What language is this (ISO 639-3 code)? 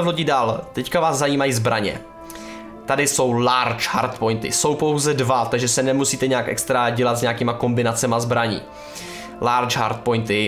ces